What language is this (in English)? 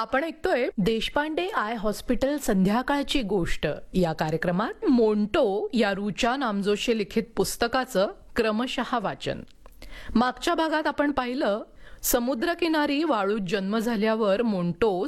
Marathi